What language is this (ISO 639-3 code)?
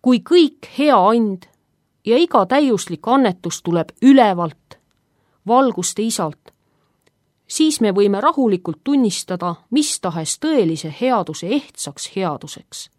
est